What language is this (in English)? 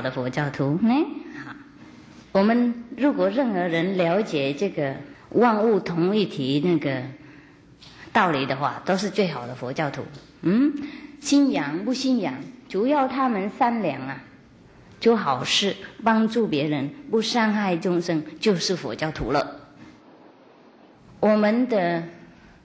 Chinese